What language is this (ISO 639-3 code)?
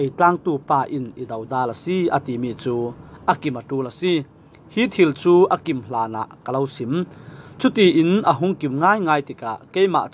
cfm